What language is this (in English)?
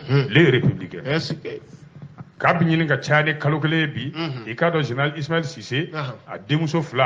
Bambara